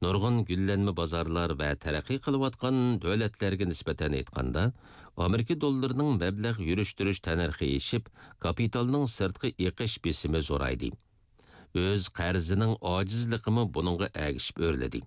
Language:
Uyghur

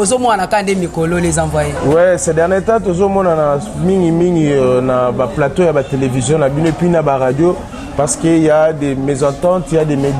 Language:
Lingala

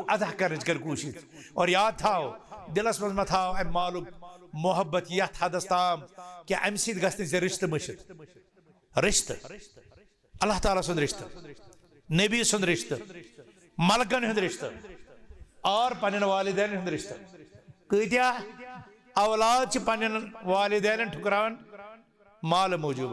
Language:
Kashmiri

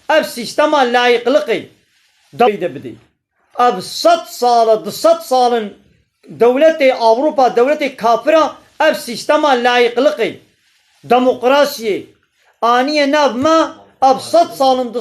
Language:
Kurdish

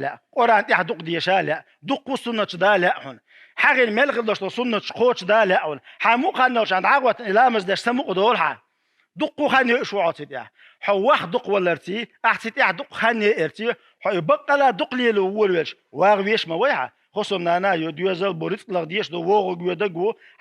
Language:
Chechen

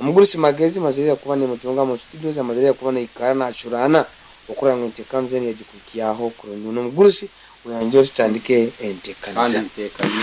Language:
Nyankole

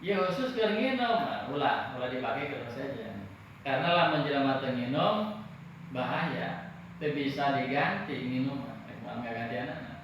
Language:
Sundanese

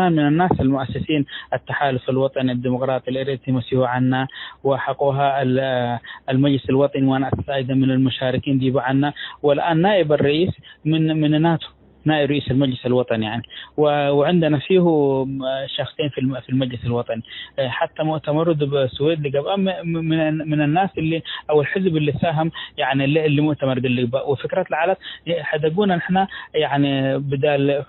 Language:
Tigre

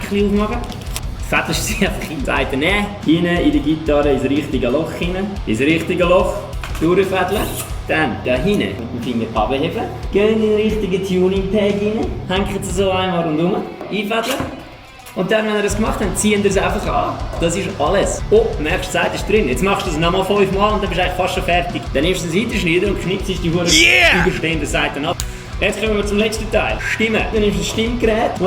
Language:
Swiss German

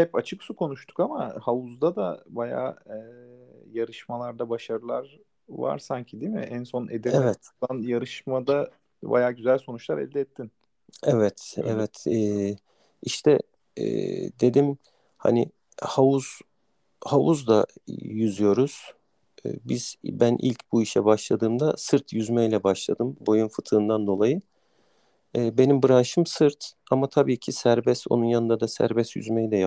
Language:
Turkish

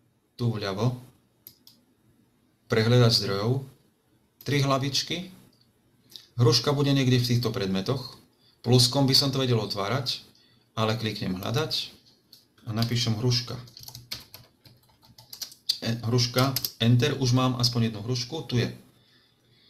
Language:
Slovak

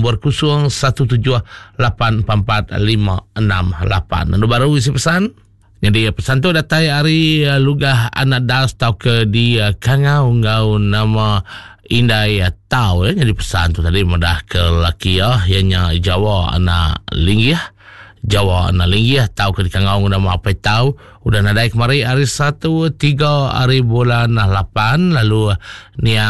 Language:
Iban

